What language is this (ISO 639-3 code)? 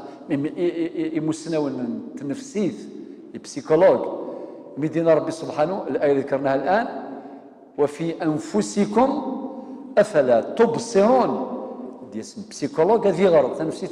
kab